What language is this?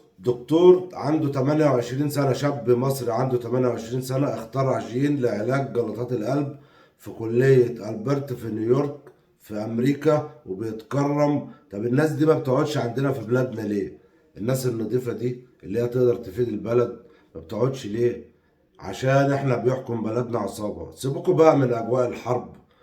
Egyptian Arabic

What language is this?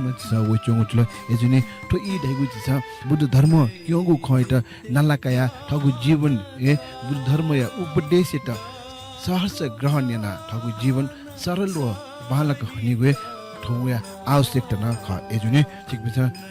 Newari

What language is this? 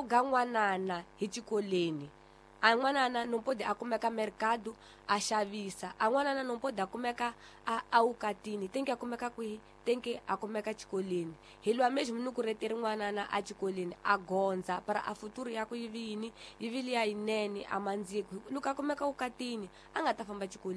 Tsonga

